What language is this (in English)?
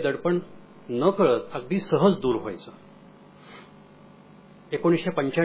Marathi